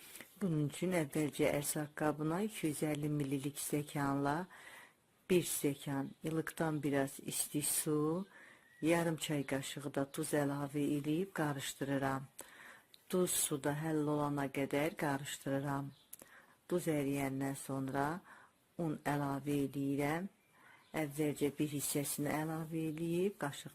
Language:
Azerbaijani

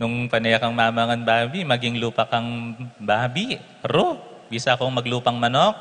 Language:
Pampanga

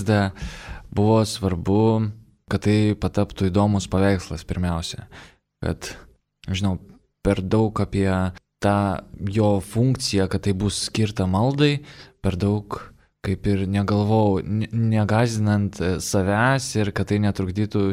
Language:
Lithuanian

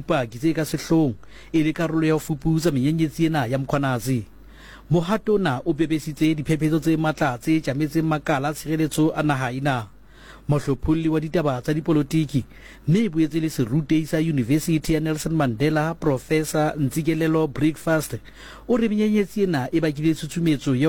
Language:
Southern Sotho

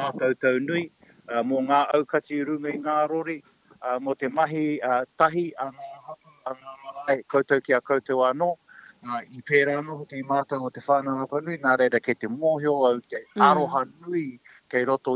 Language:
Māori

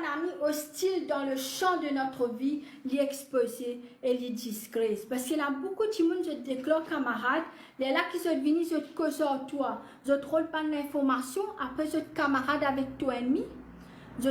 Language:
Morisyen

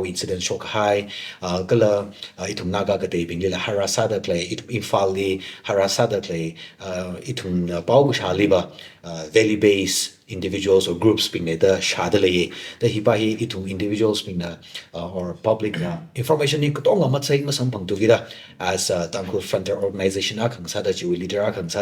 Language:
Tangkhul Naga (India)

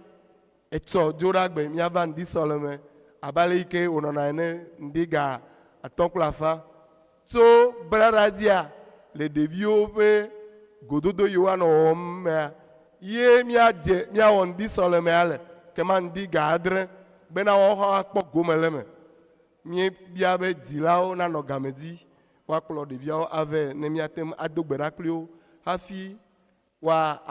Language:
Ewe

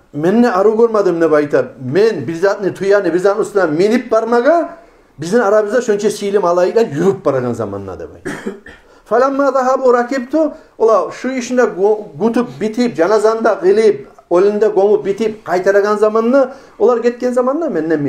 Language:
Kumyk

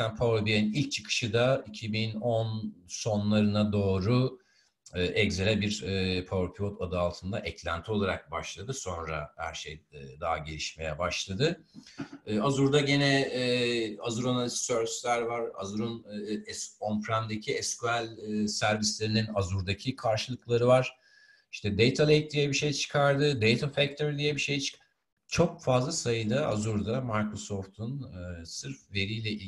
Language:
Turkish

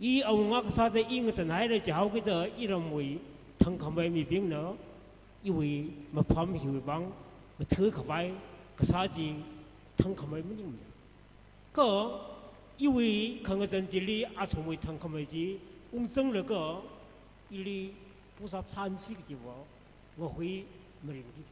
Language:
Tangkhul Naga (India)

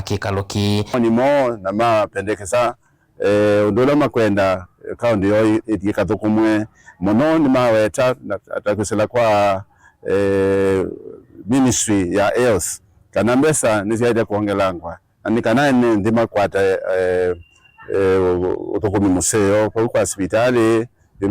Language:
Kamba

